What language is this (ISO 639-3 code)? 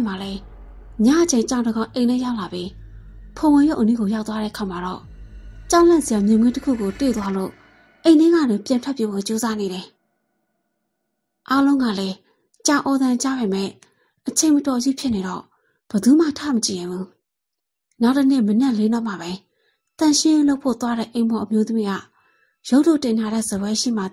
mya